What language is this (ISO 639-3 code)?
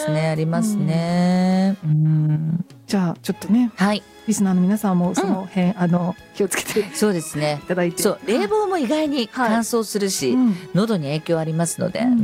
jpn